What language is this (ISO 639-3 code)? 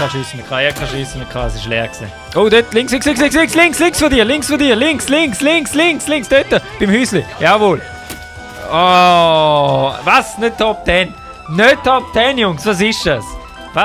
gsw